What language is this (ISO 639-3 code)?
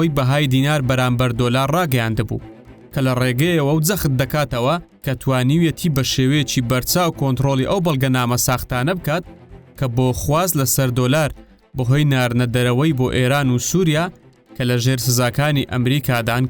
ckb